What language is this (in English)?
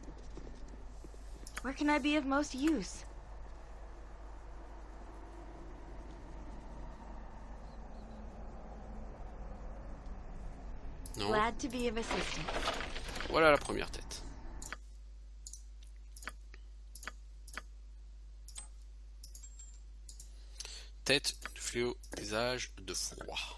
French